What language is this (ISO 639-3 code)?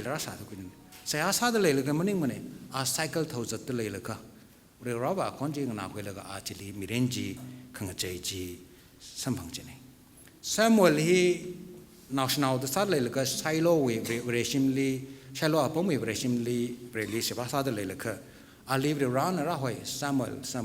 nmf